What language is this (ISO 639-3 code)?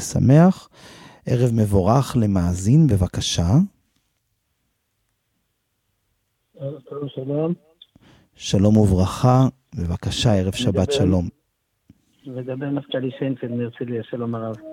heb